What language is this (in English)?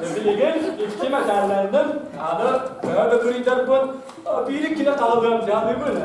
Yakut